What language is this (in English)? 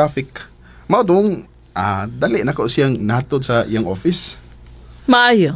Cebuano